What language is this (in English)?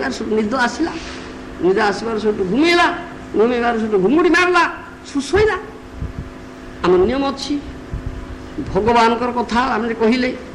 Odia